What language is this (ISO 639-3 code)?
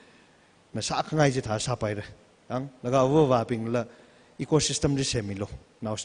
nmf